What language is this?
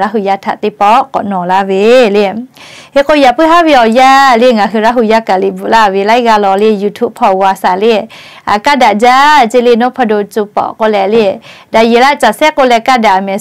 Lahu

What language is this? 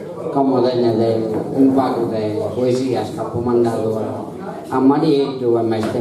Sardinian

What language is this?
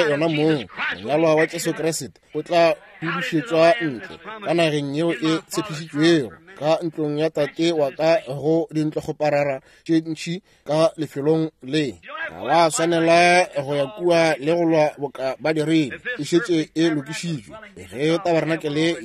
Northern Sotho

